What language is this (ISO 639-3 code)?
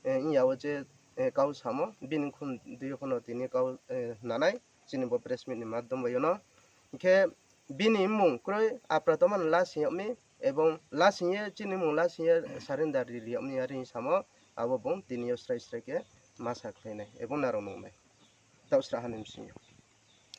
ria